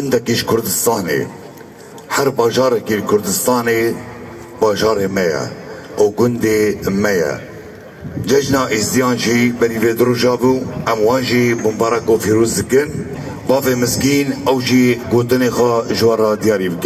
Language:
Kurdish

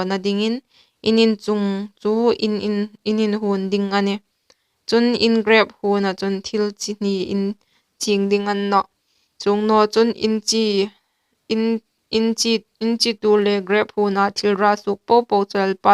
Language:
Hmar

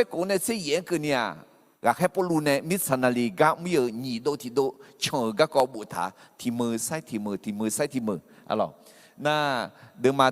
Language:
Akha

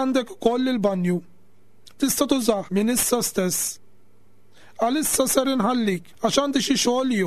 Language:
Maltese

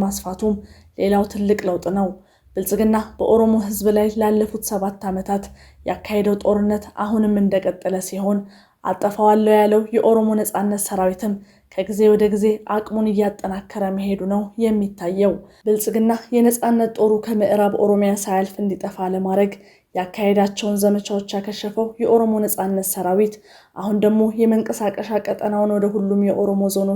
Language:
Amharic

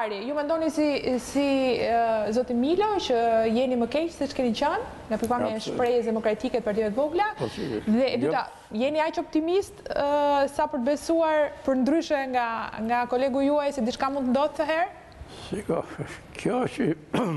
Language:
Albanian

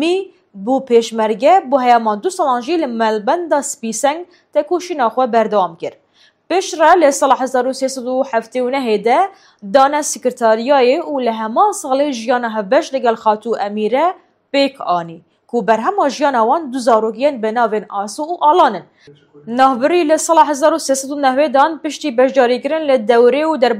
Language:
Kurdish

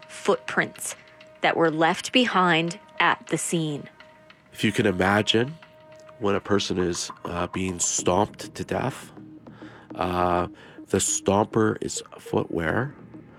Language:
English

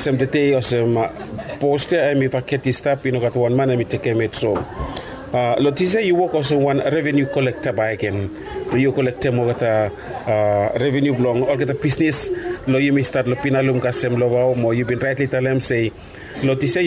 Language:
Bislama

